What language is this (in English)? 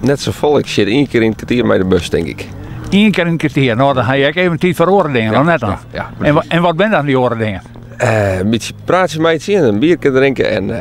Western Frisian